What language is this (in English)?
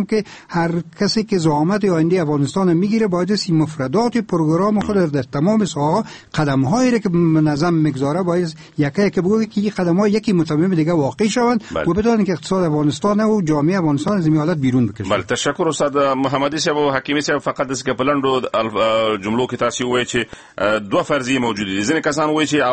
Persian